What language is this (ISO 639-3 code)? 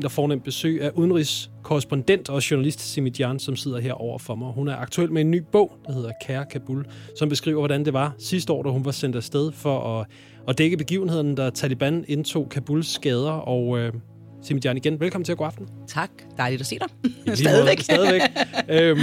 dan